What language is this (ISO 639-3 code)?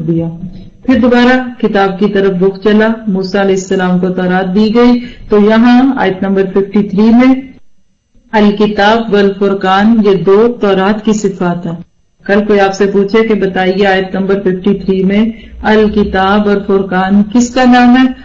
urd